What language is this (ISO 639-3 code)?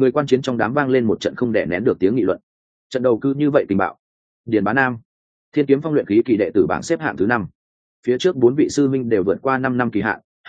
vie